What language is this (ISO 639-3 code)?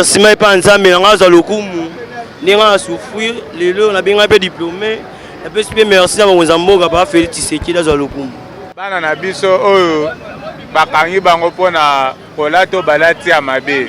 lin